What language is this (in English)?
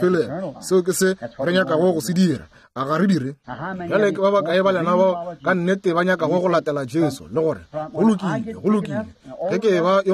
Northern Sotho